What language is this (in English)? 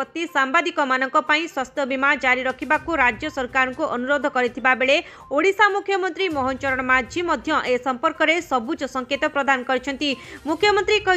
Odia